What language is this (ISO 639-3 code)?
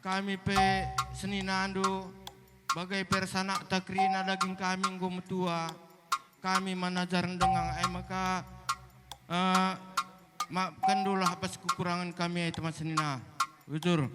btx